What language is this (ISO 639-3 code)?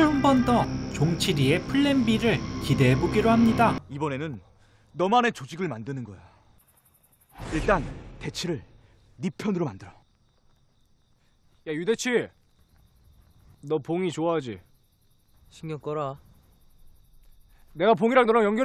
kor